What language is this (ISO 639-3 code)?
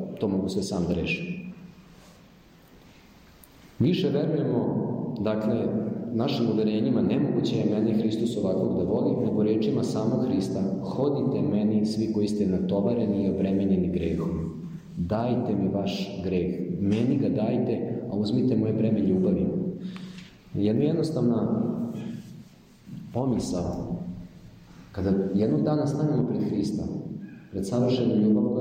srp